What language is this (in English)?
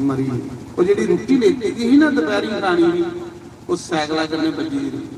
Dogri